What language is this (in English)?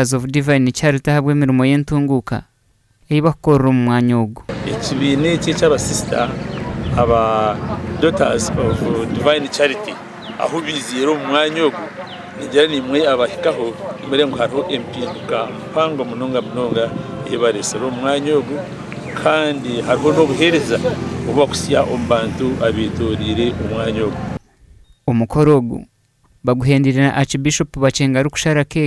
Nyankole